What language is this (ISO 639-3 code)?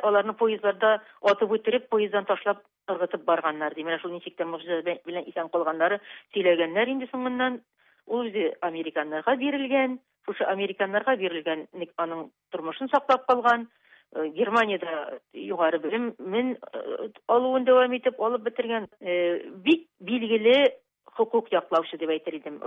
tat